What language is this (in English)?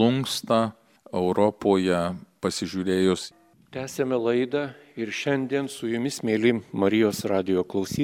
Lithuanian